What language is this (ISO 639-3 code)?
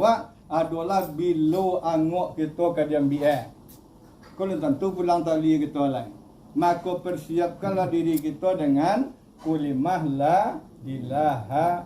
min